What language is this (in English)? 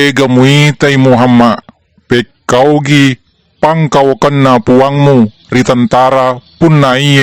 Buginese